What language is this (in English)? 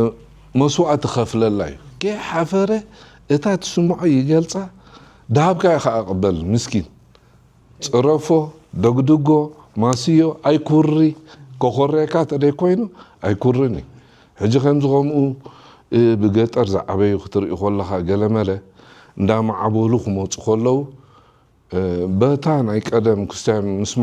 Tigrinya